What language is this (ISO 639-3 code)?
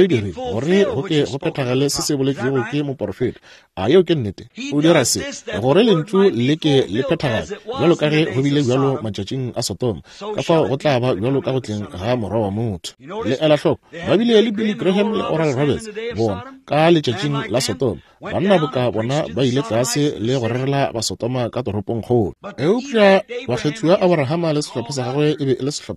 nso